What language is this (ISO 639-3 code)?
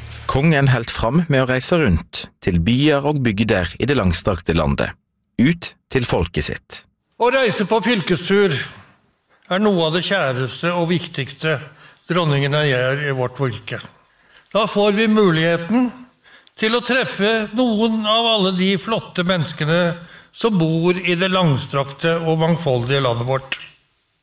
nor